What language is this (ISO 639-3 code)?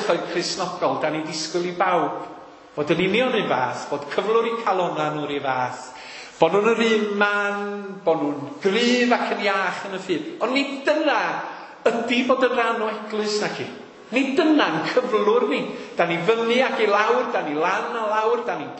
cym